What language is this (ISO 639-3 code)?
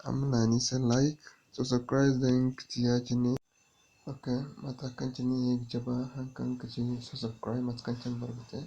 dje